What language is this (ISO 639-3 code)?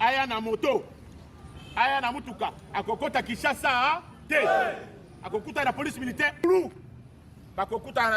lin